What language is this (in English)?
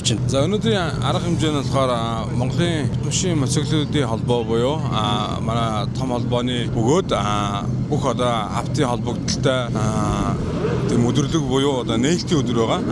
Mongolian